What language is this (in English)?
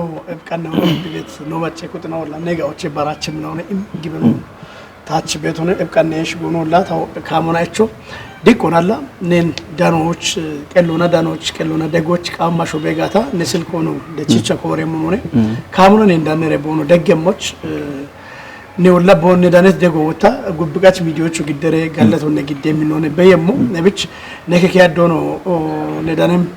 Kafa